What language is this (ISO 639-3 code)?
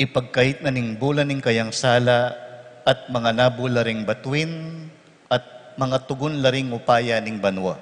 pam